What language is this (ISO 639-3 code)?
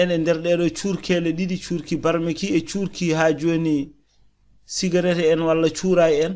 ful